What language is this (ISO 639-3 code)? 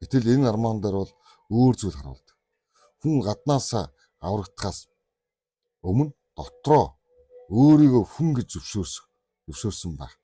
mon